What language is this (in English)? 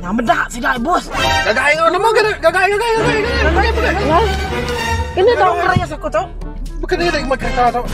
Iban